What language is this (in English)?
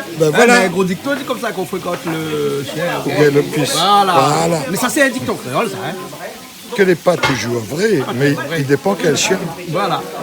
Réunion Creole French